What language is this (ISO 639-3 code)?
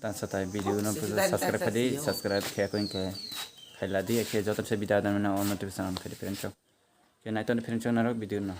trp